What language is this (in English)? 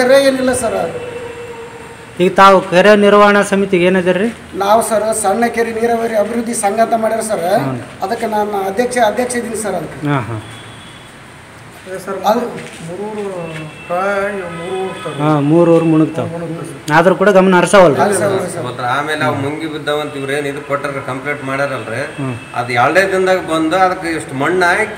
Kannada